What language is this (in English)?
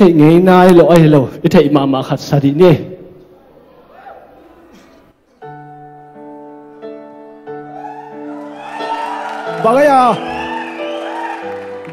Vietnamese